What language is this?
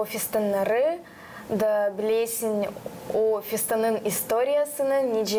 Gagauz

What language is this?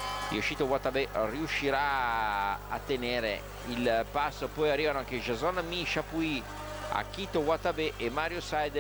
Italian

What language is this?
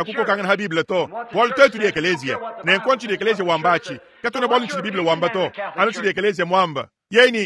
Luba-Lulua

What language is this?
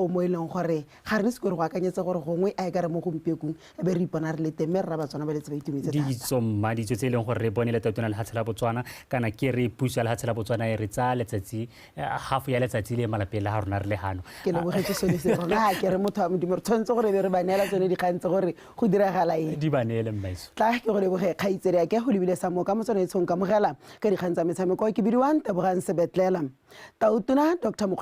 Tswana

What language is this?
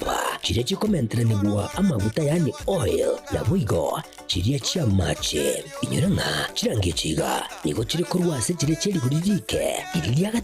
Gusii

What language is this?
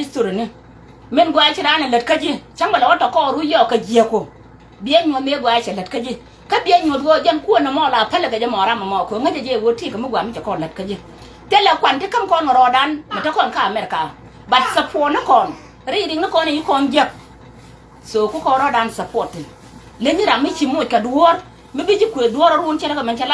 Nuer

